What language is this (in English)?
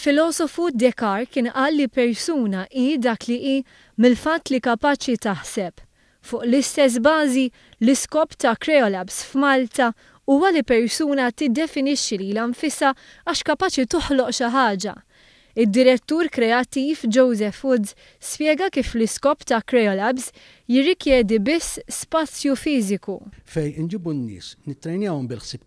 Maltese